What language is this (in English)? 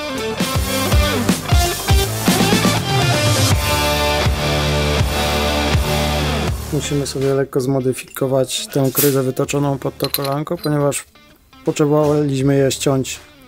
Polish